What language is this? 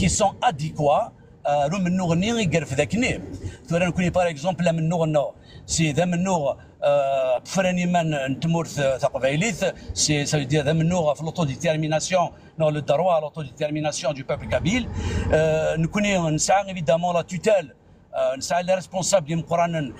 Kabyle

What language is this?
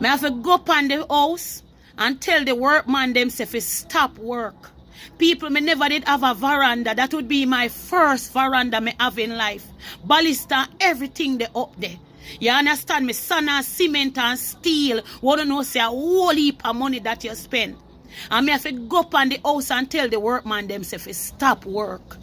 Jamaican Creole English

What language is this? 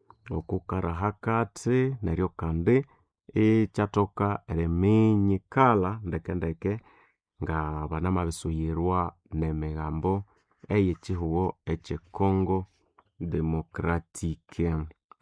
Nande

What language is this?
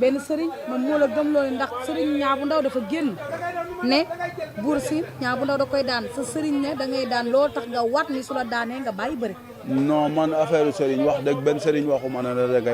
Wolof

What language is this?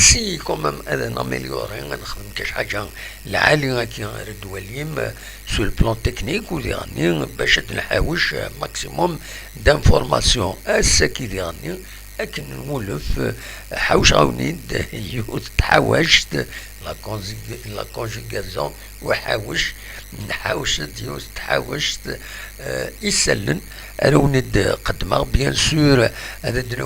Kabyle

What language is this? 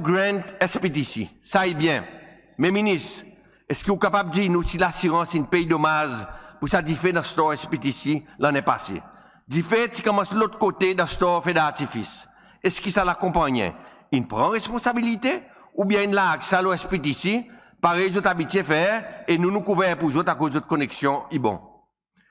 Seselwa Creole French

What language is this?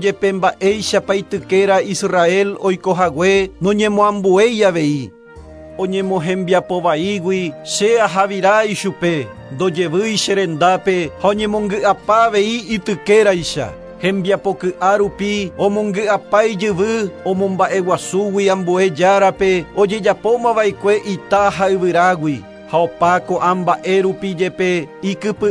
Guarani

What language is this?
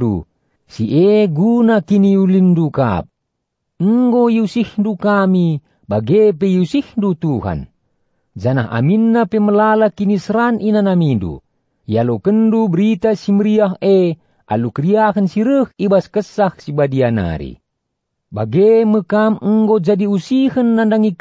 Batak Karo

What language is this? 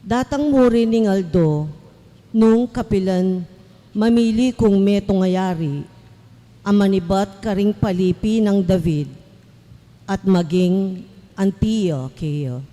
Pampanga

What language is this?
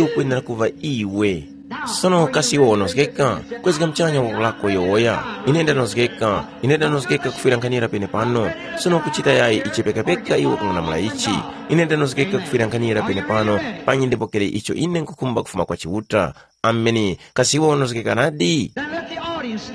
Tumbuka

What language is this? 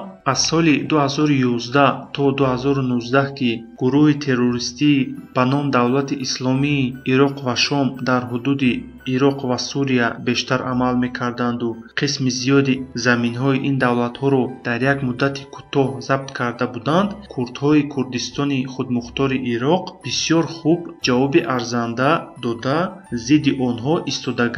Tajik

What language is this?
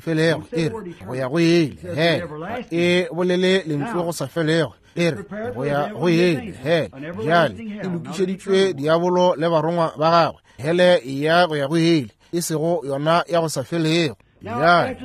Northern Sotho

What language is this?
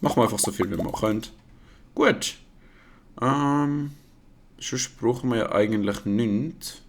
Swiss German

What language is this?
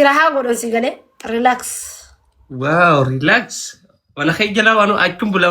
Oromo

